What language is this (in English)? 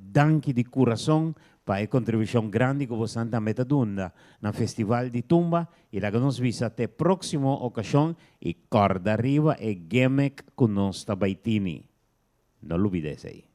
Papiamento